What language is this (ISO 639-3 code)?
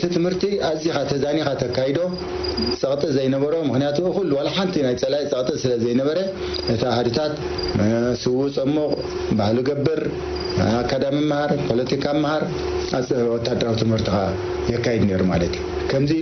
tir